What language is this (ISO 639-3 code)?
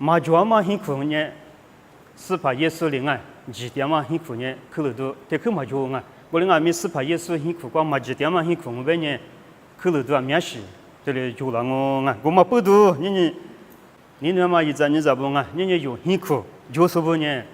lis